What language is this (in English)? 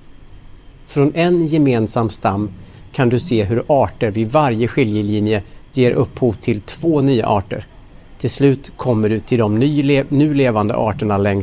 Swedish